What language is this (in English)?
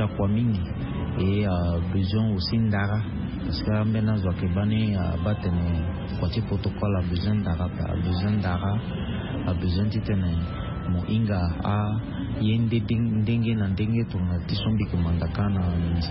Sango